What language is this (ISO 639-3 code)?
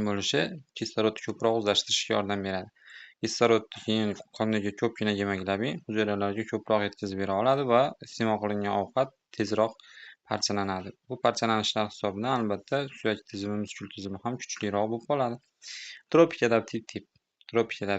uzb